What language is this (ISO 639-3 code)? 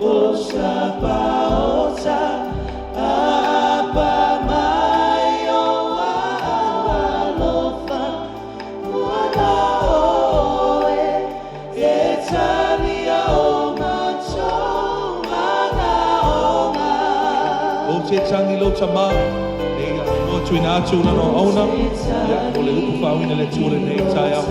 smo